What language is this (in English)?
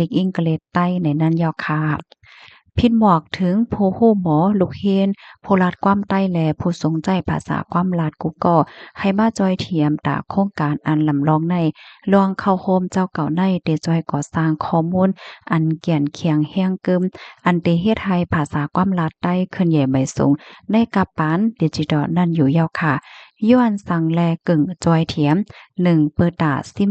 Shan